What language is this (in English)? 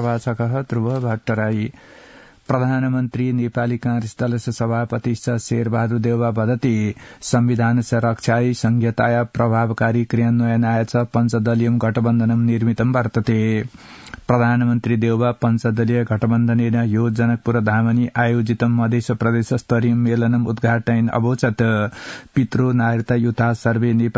Sanskrit